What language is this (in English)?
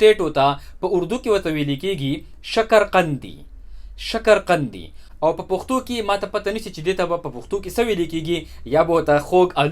Pashto